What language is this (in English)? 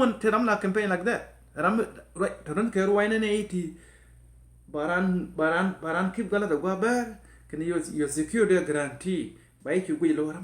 Nuer